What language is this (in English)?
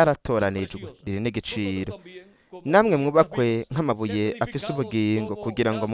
Rundi